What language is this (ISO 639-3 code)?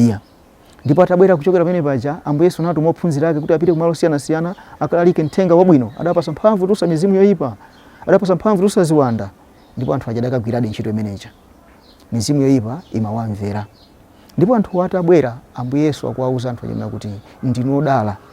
nya